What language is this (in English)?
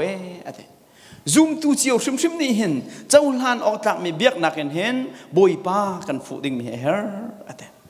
Hakha Chin